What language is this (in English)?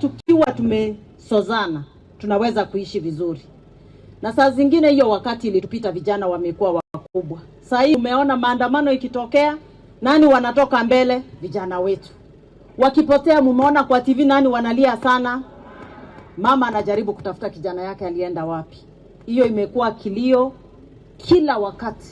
Gusii